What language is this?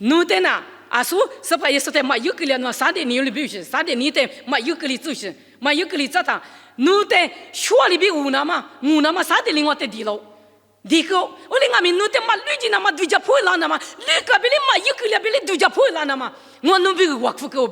Lisu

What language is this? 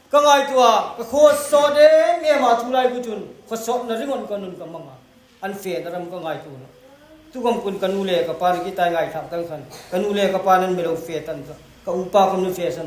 Hmar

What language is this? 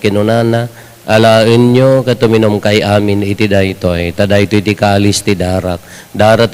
Iloko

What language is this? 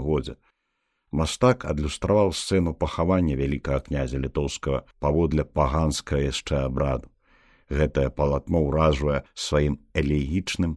Belarusian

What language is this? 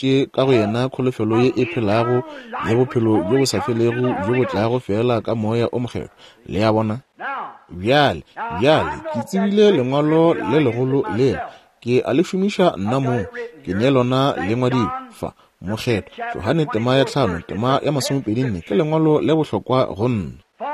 Northern Sotho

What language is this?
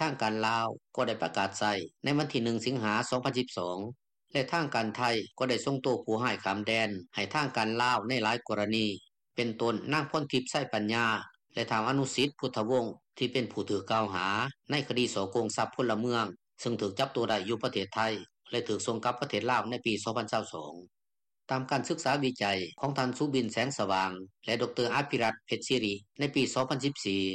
Lao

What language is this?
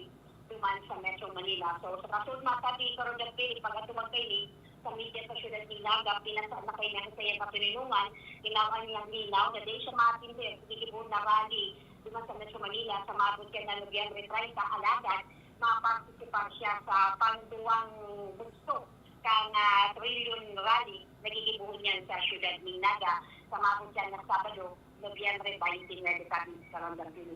Bikol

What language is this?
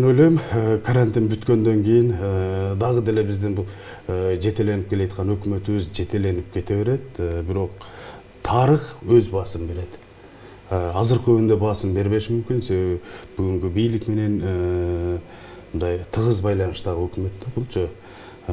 Kyrgyz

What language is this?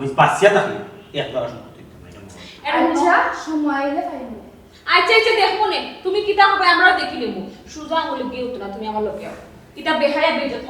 Sylheti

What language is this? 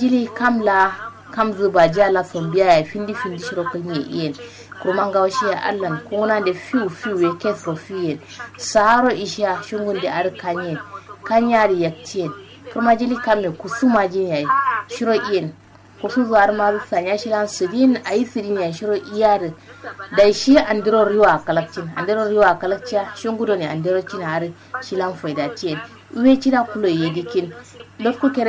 Kanuri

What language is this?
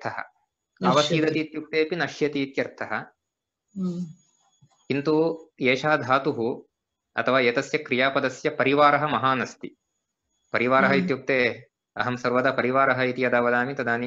Sanskrit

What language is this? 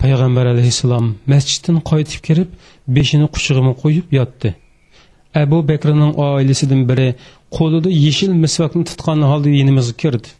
Uyghur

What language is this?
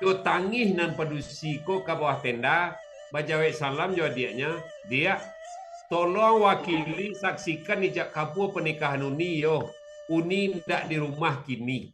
Minangkabau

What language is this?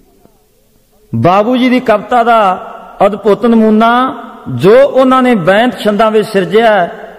Punjabi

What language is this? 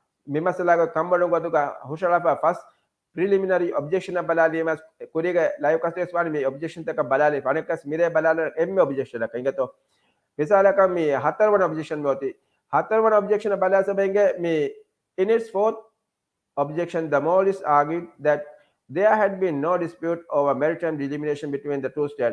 Divehi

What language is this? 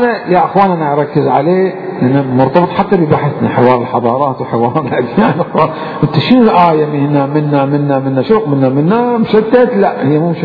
Mesopotamian Arabic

